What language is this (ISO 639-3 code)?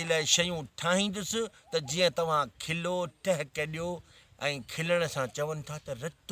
snd